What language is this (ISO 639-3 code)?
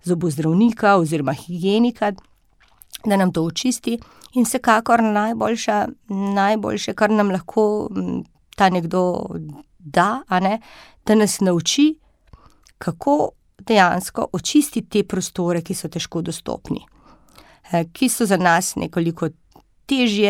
slv